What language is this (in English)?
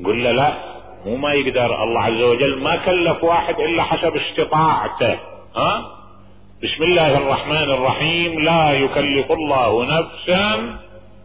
Mesopotamian Arabic